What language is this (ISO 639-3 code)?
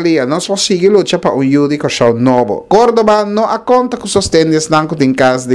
pap